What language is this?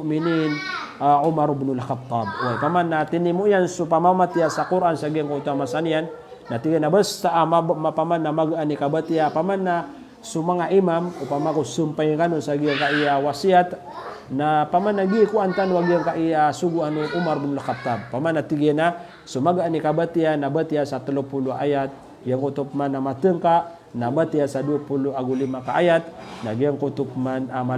Maranao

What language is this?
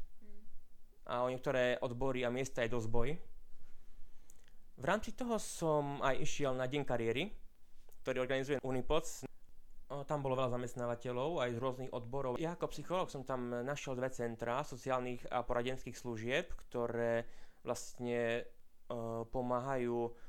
Slovak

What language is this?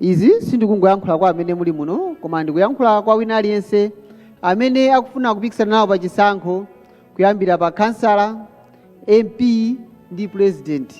Nyanja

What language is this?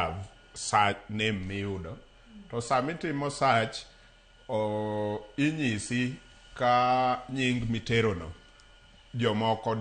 Luo (Kenya and Tanzania)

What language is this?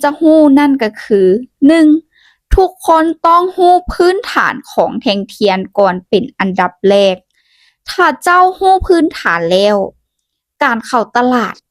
Lao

